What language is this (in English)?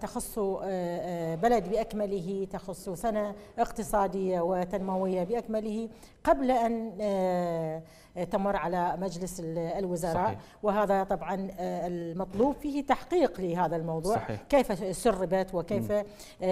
Mesopotamian Arabic